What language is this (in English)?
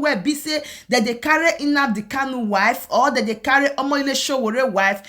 Nigerian Pidgin